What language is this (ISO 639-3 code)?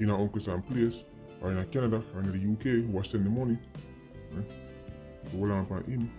jam